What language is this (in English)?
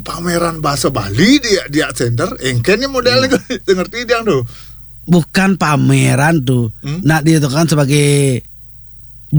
Balinese